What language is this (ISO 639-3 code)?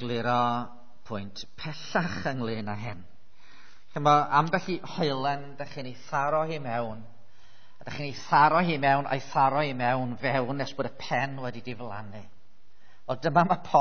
cym